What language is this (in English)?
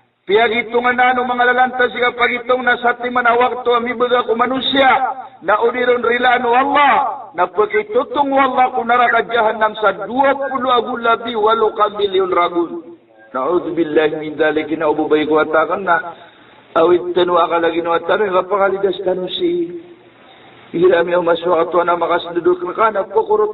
Maranao